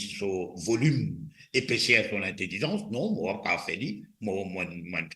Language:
Morisyen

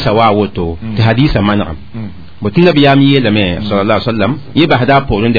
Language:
Mossi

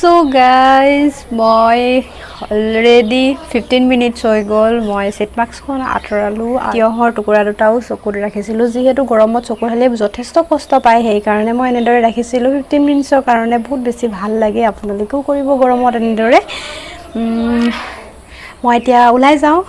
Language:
Assamese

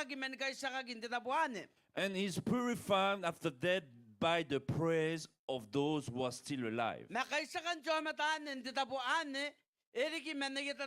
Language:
Gilbertese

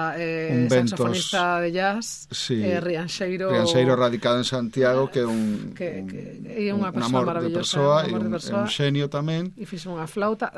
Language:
Galician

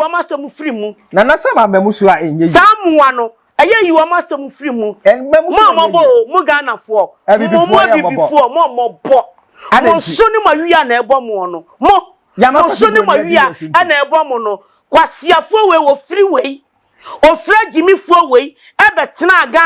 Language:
Akan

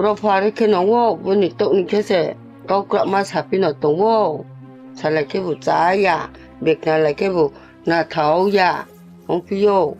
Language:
Riang (India)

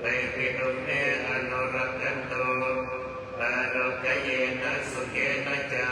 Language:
Pali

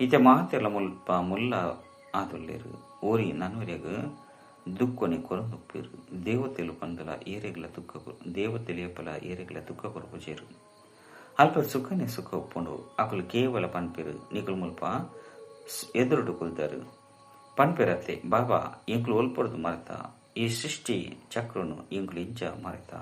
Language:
Tulu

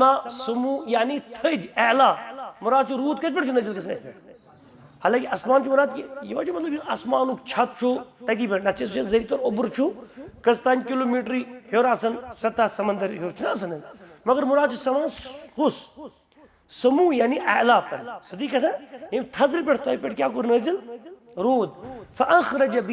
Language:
Kashmiri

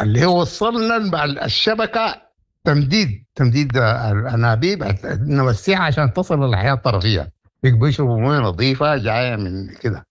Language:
Sudanese Arabic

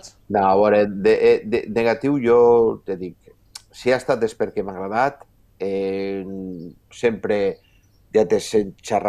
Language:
Catalan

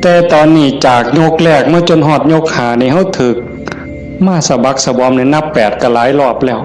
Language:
Northeastern Thai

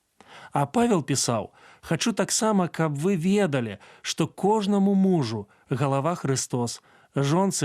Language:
Belarusian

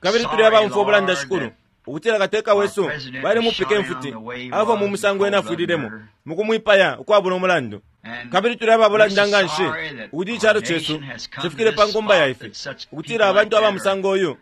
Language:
Bemba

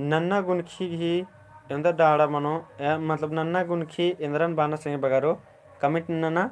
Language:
Kurukh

